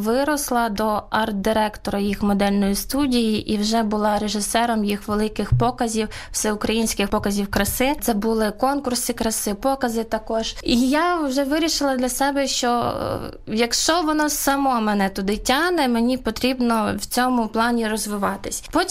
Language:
Ukrainian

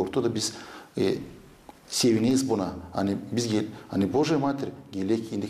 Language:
Gagauz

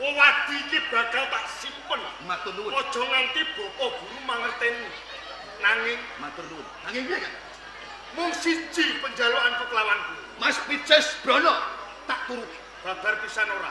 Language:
Javanese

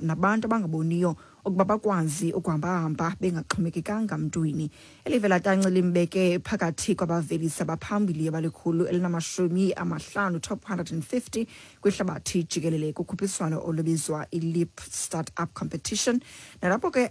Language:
Xhosa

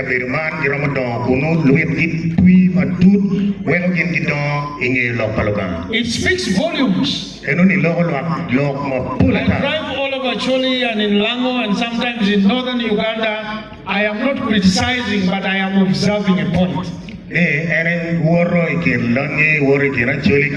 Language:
Acoli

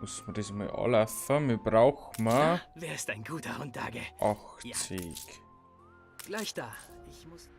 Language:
Bavarian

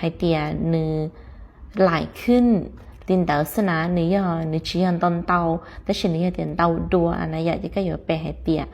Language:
Hmong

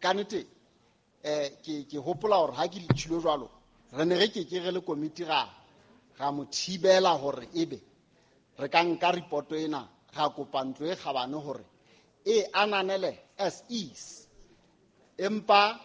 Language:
Southern Sotho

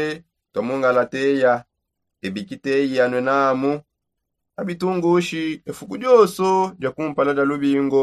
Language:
Songe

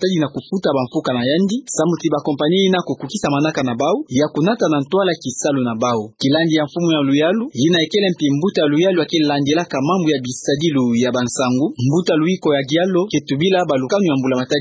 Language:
Kituba (Democratic Republic of Congo)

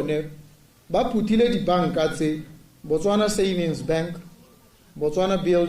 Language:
Tswana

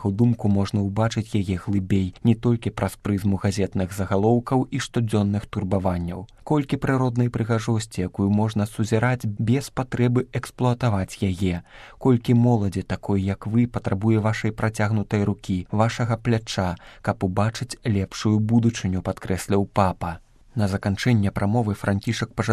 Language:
Belarusian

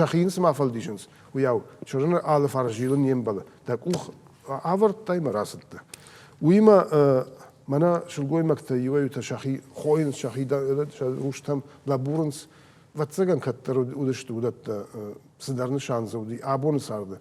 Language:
Ossetic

